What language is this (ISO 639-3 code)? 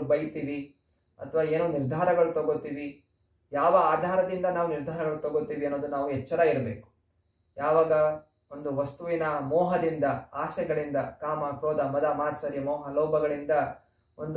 kan